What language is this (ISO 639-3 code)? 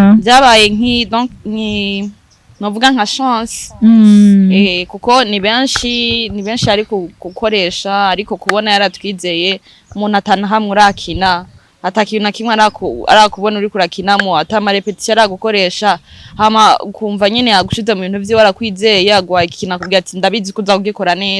run